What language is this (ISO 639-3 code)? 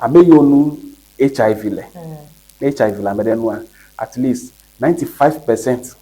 ewe